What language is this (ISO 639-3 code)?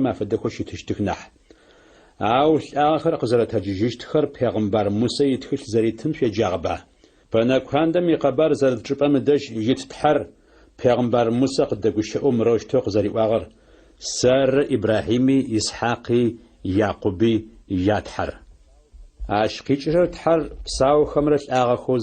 ady